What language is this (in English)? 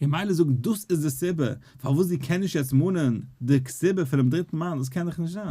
Yiddish